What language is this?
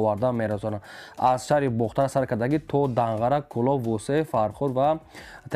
Tajik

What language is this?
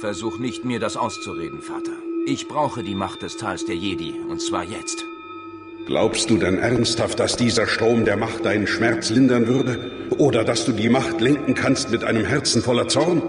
Bavarian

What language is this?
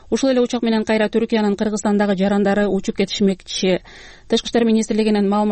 Kyrgyz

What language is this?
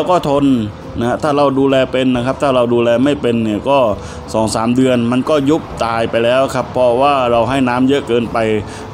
Thai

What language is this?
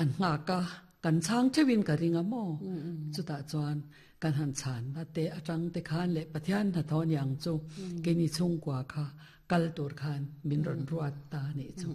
Mizo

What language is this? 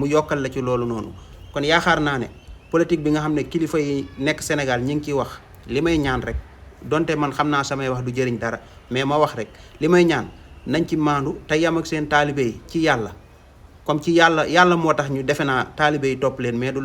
Wolof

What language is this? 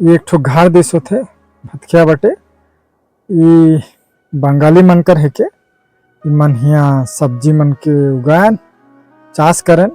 Sadri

